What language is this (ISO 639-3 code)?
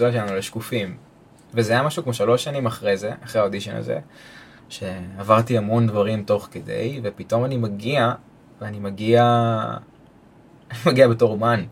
heb